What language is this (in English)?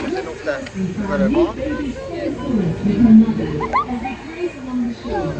Swiss German